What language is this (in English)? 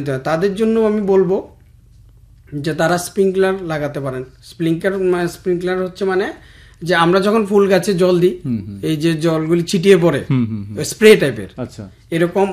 Bangla